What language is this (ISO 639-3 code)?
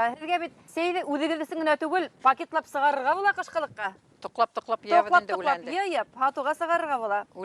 bak